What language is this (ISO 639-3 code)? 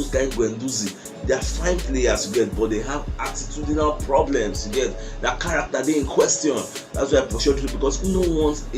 pcm